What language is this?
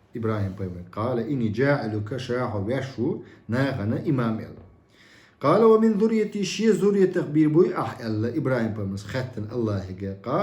Chechen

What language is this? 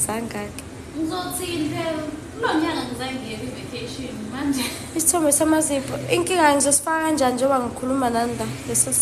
Zulu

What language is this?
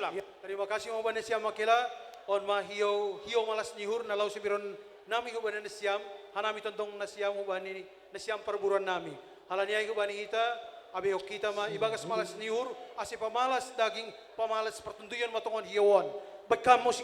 Batak Simalungun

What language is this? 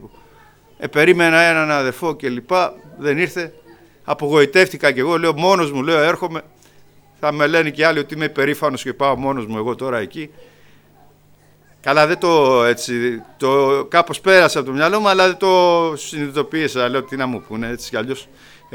Greek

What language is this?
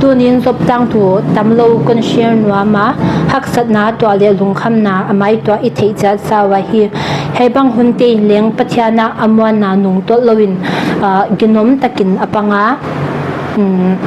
Paite Chin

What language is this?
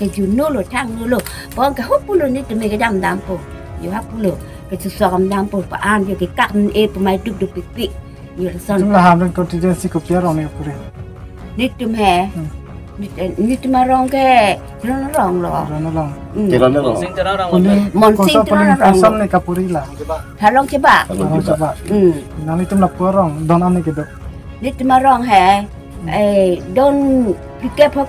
Karbi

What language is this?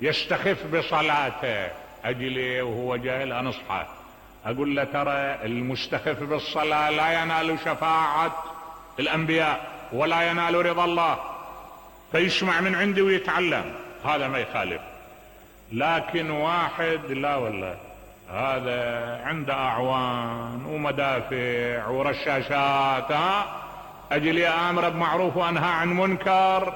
Mesopotamian Arabic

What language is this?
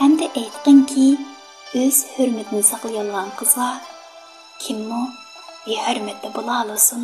Uyghur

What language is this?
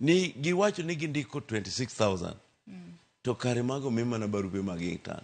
Luo (Kenya and Tanzania)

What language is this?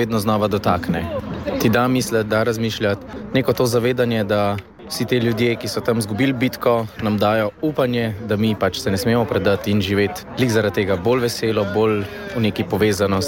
Slovenian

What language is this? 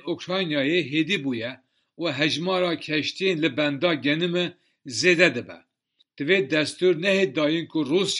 Kurdish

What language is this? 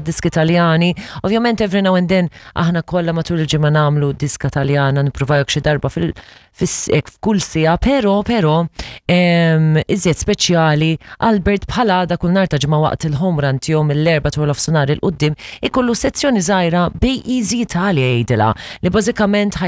Maltese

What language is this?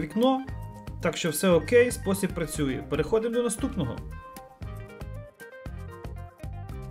Ukrainian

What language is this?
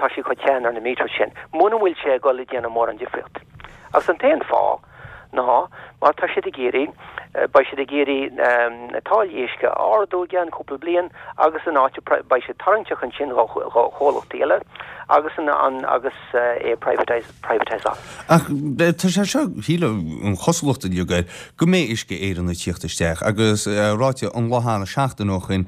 Irish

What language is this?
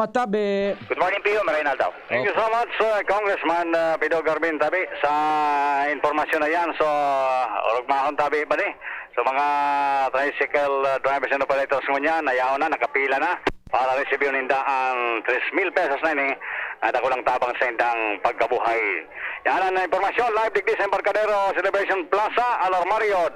Bikol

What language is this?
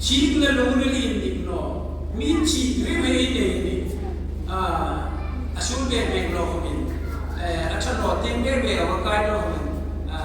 Hmar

